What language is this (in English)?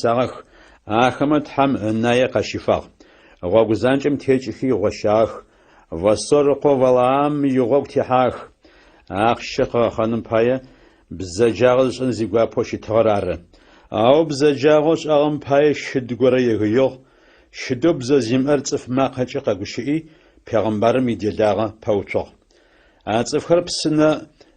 Adyghe